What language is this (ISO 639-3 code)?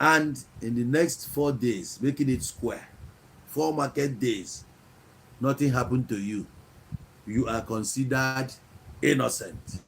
ibo